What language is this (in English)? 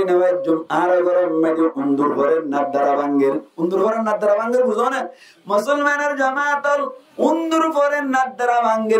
Rohingya